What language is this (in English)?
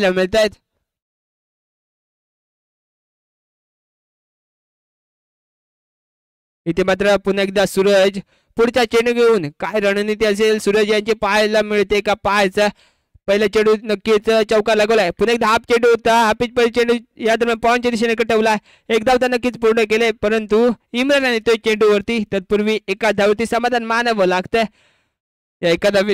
Marathi